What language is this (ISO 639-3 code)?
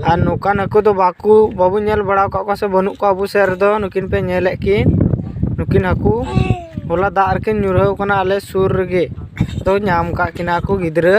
sat